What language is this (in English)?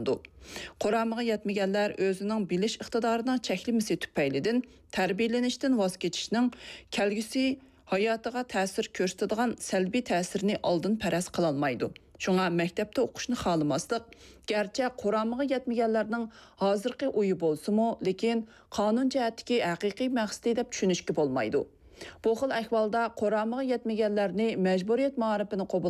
Uyghur